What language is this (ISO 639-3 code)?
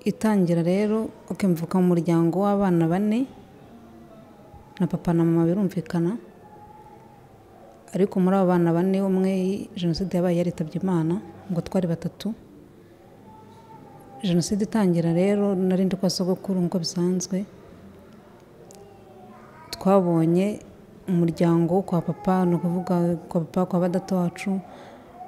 kin